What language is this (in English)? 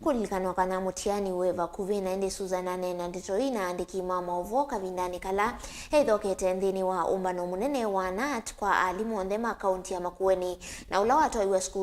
Kamba